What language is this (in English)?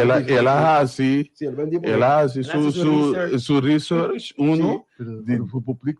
Papiamento